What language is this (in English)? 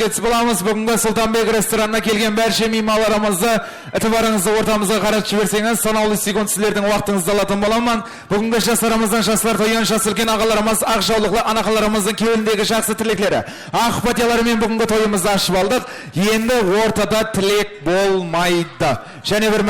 Kara-Kalpak